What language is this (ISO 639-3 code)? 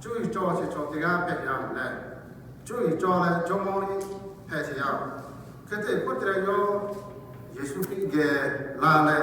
lhu